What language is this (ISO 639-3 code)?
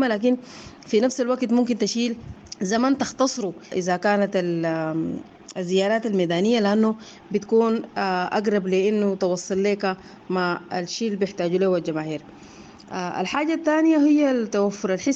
apd